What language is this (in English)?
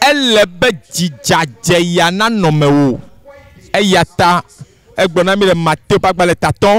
Ewe